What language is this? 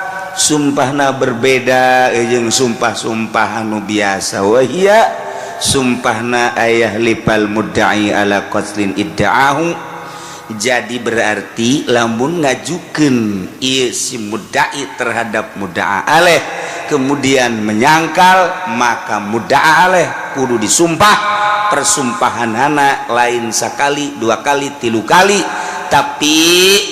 Sundanese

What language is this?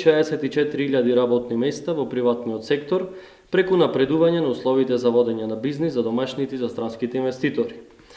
Macedonian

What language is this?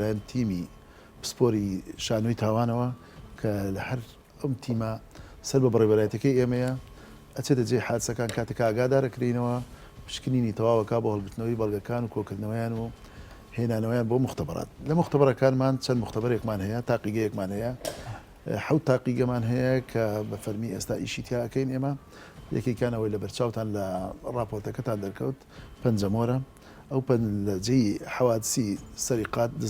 Central Kurdish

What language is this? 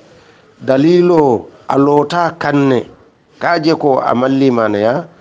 Hausa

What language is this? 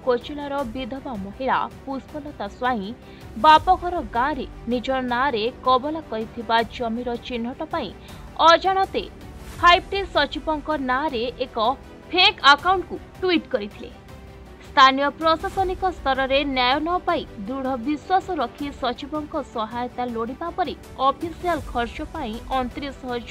Odia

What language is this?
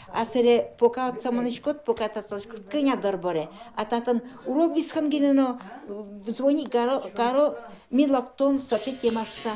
Udmurt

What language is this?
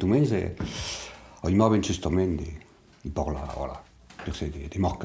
Occitan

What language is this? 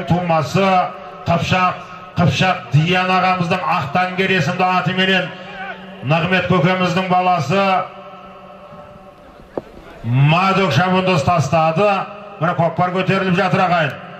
Kazakh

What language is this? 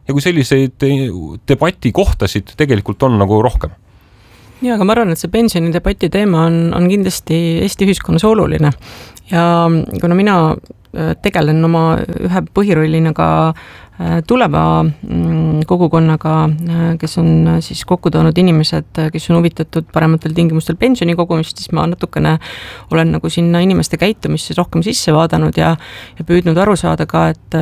Estonian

